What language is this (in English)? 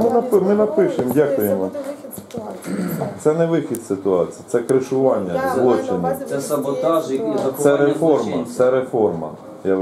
Ukrainian